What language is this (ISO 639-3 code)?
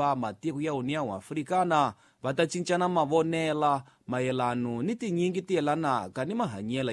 tso